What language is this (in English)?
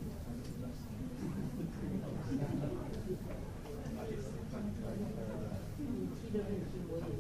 Chinese